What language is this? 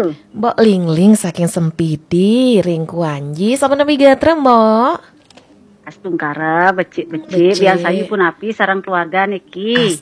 Balinese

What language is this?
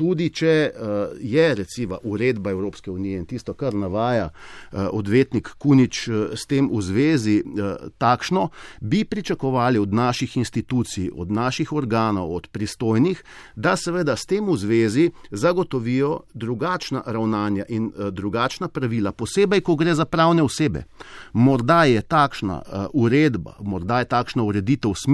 Slovenian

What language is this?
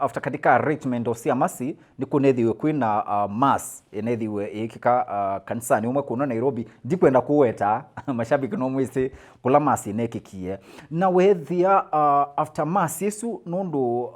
Kamba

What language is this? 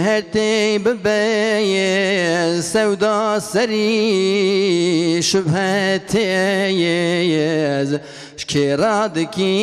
Kurdish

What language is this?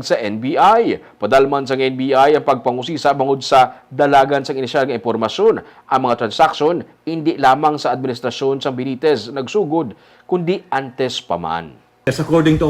Hiligaynon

